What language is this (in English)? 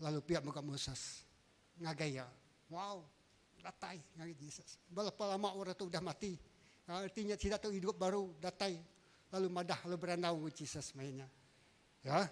Iban